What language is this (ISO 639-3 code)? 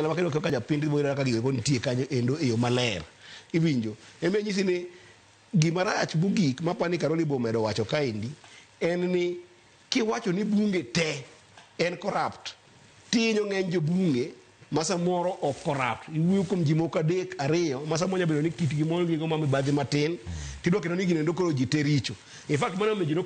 luo